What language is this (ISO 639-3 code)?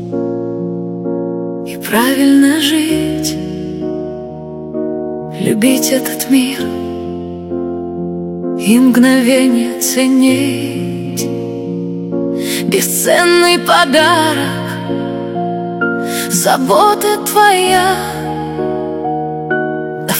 rus